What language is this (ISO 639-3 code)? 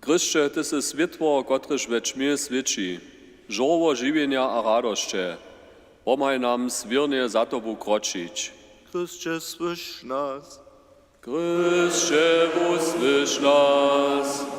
hsb